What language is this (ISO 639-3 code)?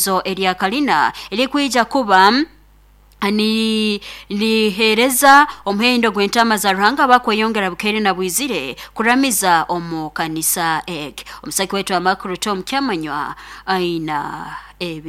nyn